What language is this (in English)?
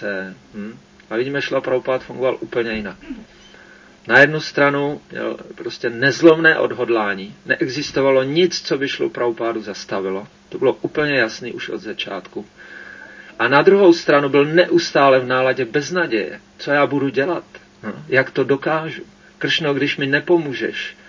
Czech